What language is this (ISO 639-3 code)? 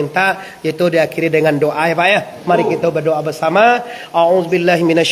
min